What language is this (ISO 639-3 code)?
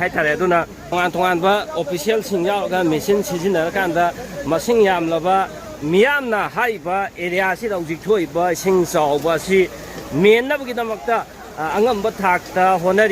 mni